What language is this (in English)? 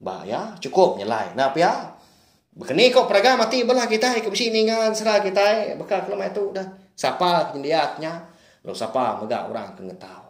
Iban